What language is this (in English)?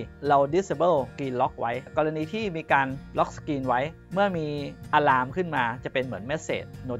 Thai